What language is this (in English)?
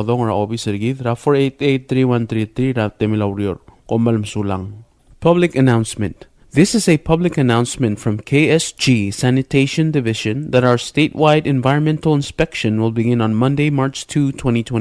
Palauan